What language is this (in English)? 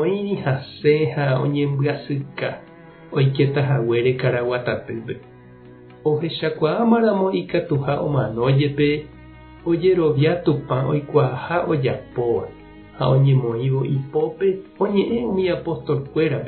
Guarani